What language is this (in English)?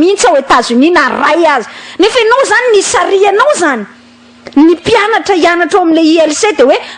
Malagasy